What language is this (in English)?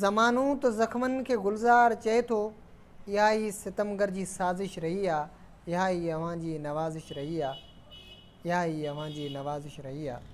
Sindhi